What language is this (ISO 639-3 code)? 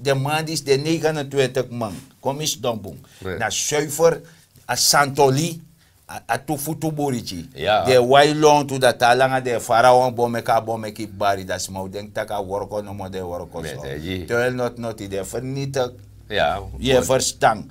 srn